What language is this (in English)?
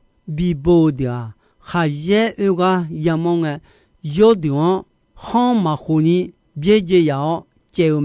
Akha